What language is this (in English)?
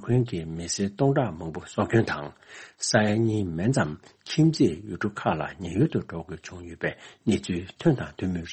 Tibetan